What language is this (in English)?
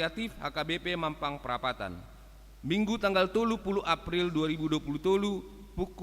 Batak Toba